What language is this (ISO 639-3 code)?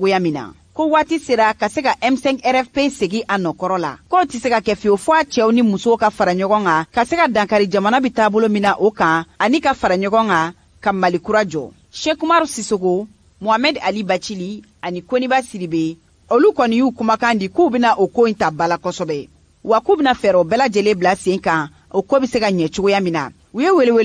bam